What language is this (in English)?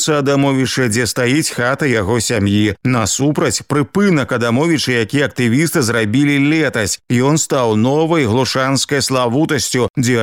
Belarusian